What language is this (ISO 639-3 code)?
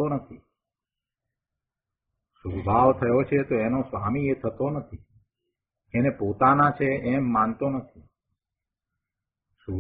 guj